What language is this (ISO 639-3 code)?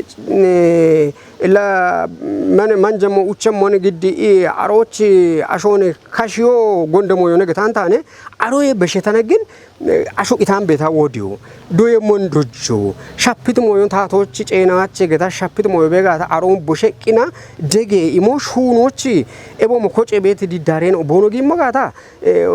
kbr